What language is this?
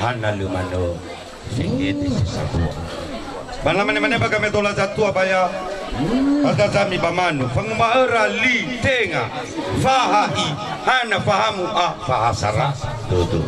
Nias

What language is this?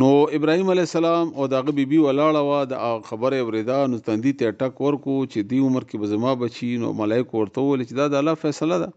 Pashto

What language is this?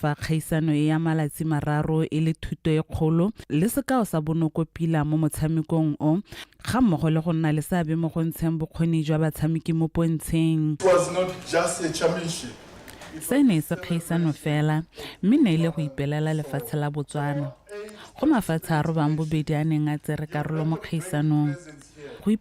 Tswana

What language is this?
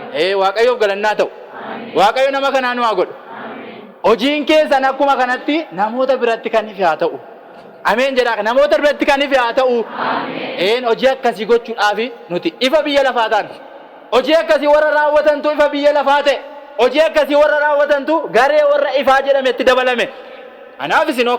Oromo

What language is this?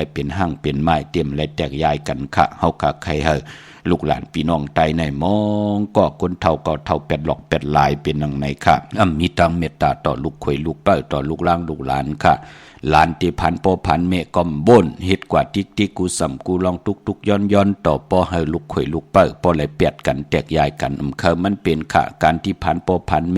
Shan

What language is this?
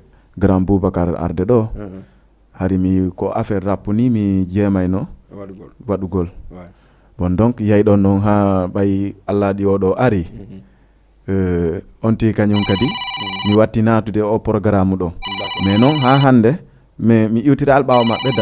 Fula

